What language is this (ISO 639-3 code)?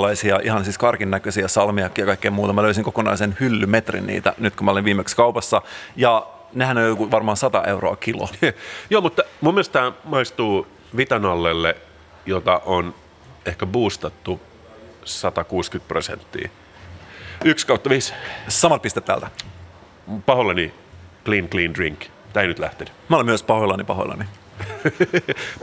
fin